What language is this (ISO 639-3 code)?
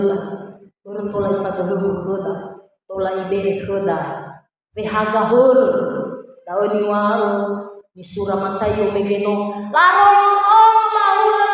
nia